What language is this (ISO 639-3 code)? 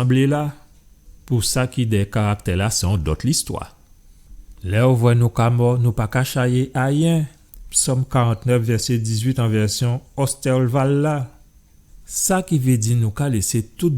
gcf